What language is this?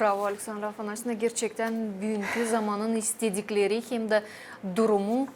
Gagauz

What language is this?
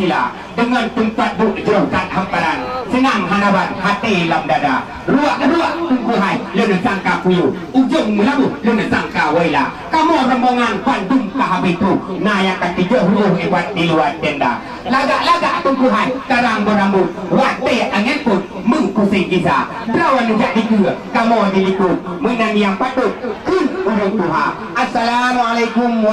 Achinese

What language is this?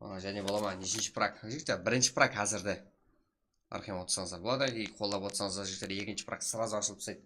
Kara-Kalpak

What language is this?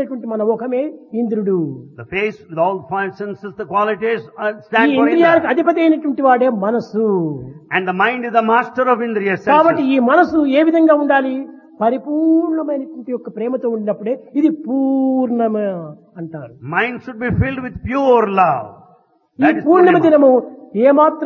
Telugu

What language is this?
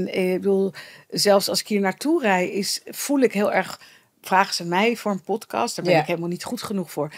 Dutch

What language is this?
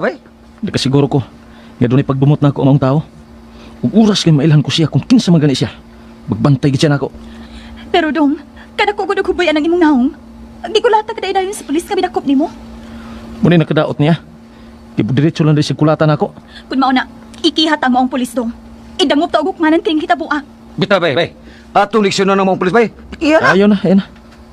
Cebuano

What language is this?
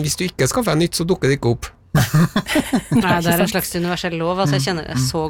Norwegian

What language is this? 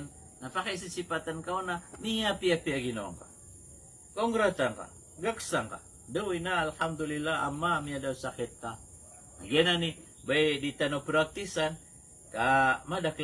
Maranao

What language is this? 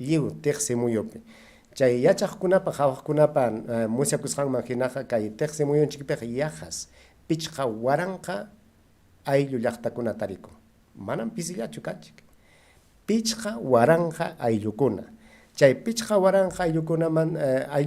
Ayacucho Quechua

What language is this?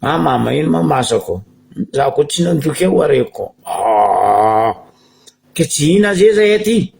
Malagasy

